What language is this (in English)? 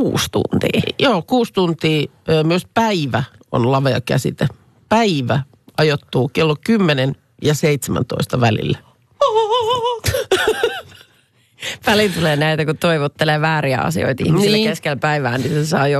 Finnish